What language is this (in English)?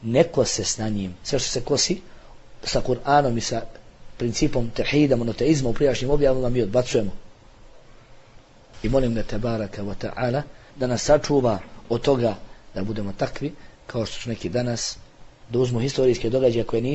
Bosnian